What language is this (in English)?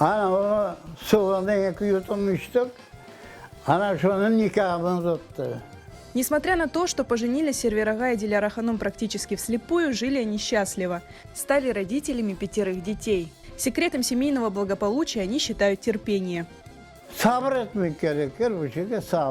Crimean Tatar